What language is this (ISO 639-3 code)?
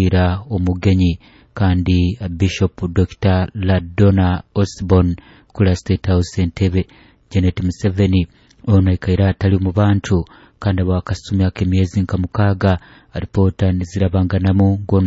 nyo